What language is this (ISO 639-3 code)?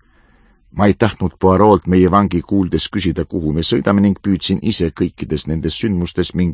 est